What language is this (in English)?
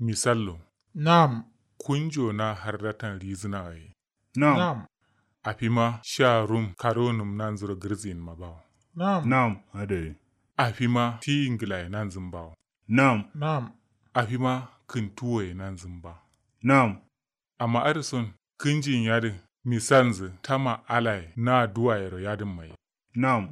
Kanuri